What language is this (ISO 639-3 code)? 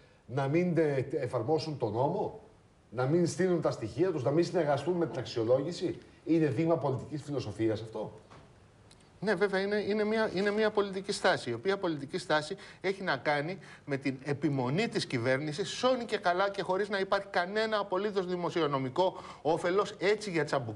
ell